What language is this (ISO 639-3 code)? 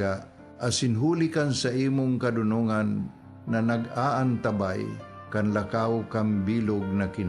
bik